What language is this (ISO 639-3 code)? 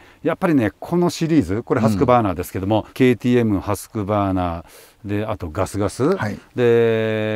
jpn